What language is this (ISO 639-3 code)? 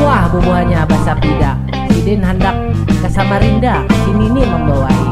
bjn